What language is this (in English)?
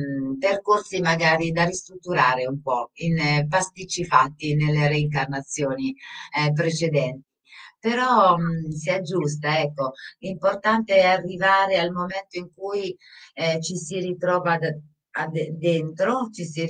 Italian